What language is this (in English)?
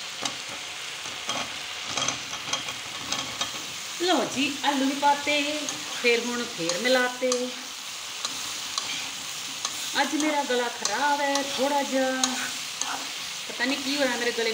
Punjabi